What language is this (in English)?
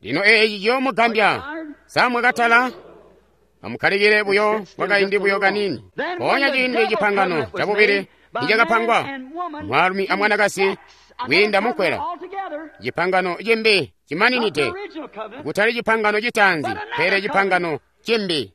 Tonga (Zambia)